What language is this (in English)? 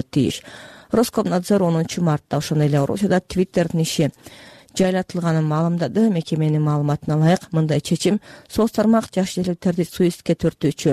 Kyrgyz